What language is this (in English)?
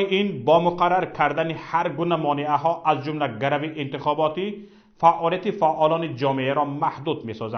Tajik